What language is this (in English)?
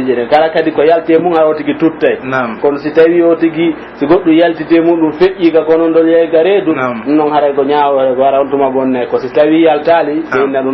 Pular